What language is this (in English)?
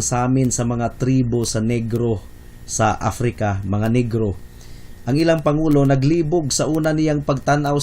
Cebuano